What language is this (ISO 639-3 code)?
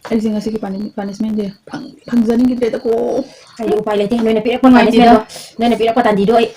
mni